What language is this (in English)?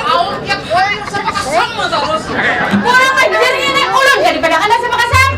Banjar